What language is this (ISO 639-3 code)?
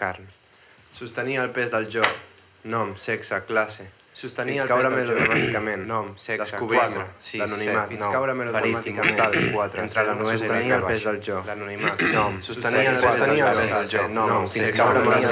cat